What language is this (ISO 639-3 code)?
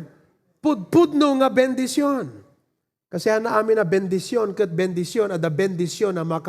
ilo